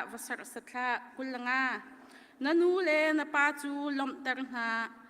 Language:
Hakha Chin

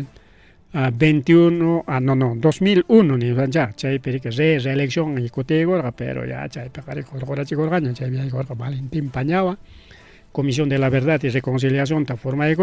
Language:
Ayacucho Quechua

